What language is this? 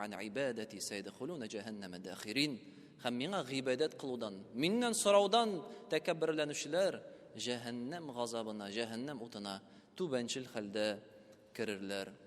Tatar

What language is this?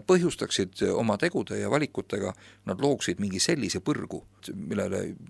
Estonian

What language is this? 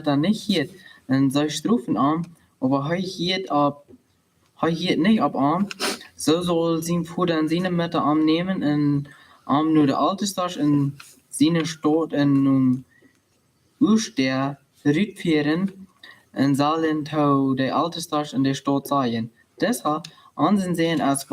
Plautdietsch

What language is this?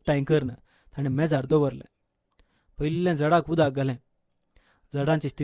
Konkani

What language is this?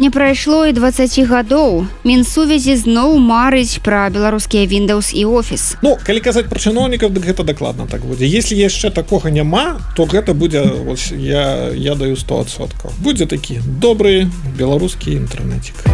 Belarusian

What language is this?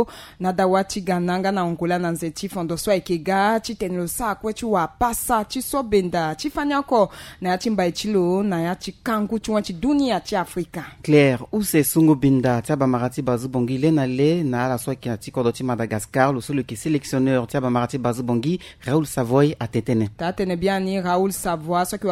Sango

